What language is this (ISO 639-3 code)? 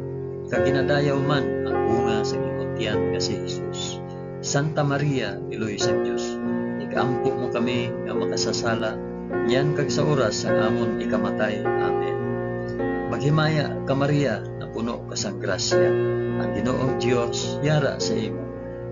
hil